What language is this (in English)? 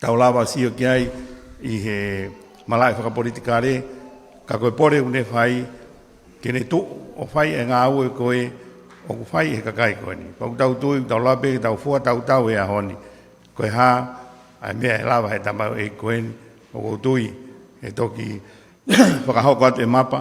Tongan